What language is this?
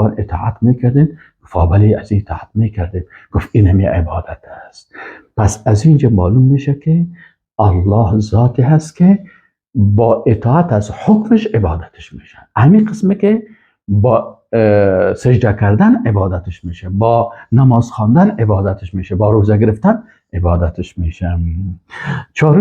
Persian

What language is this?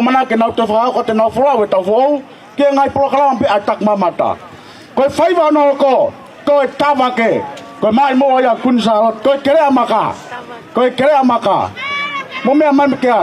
Tongan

